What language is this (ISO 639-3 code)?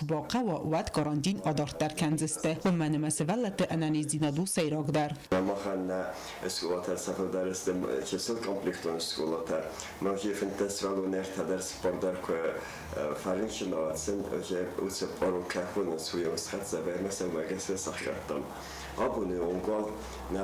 oss